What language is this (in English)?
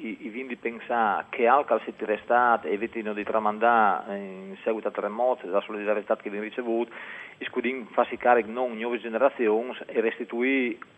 Friulian